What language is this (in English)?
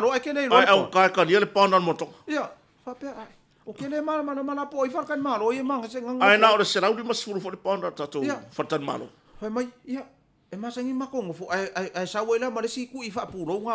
Samoan